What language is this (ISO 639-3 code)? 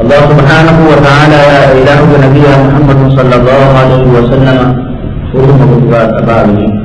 div